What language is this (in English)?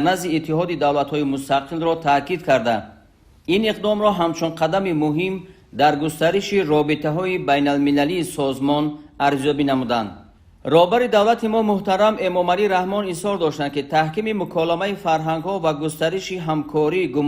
Tajik